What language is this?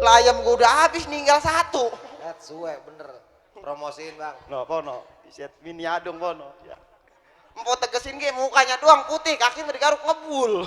Betawi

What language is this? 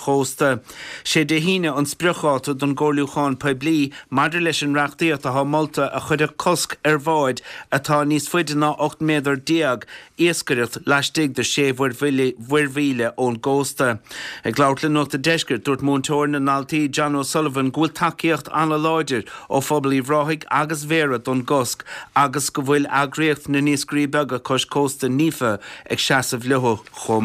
Irish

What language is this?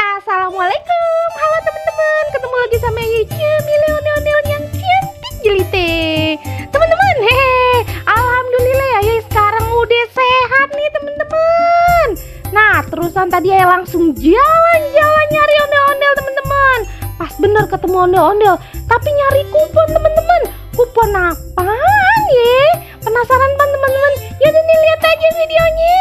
Betawi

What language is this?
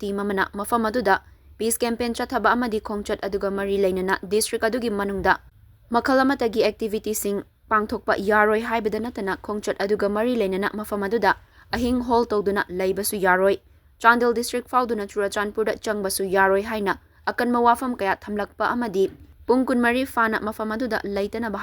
Manipuri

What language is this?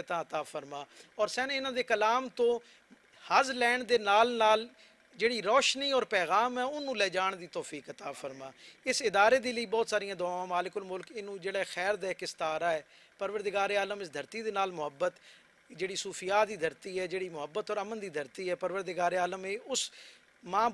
Western Panjabi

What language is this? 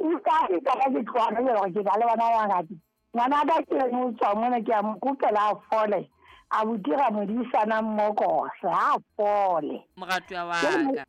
Southern Sotho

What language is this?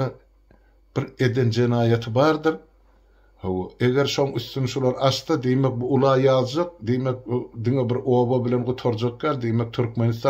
Turkmen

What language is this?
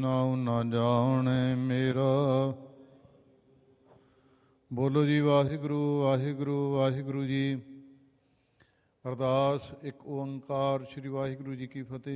Punjabi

